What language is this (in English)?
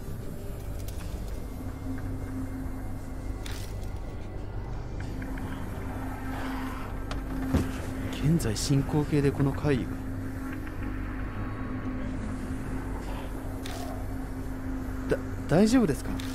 Japanese